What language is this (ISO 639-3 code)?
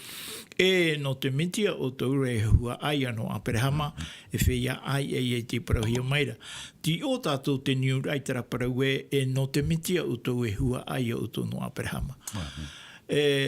tah